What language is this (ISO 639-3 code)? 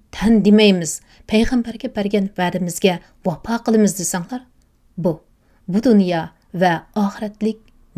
uig